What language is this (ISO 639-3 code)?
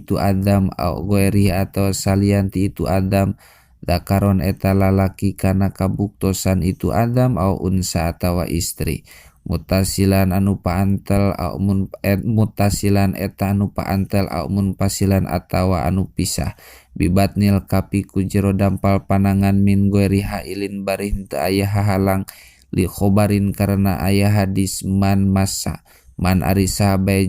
sun